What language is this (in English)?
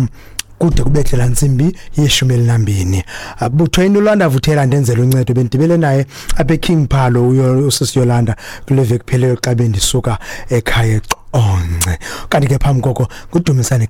Xhosa